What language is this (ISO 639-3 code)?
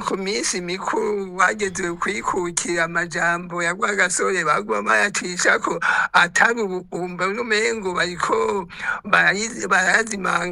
run